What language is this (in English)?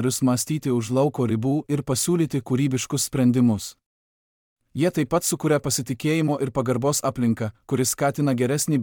Lithuanian